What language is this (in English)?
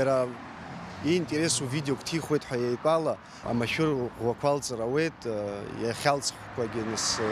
Abkhazian